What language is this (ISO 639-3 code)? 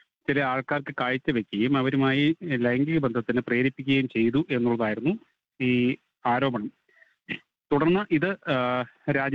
mal